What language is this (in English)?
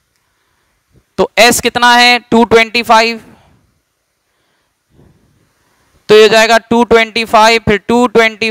Hindi